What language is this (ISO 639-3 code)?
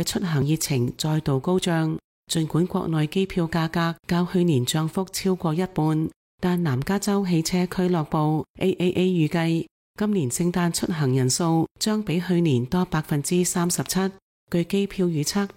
yue